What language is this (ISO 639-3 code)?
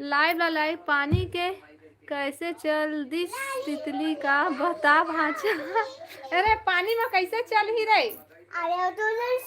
hne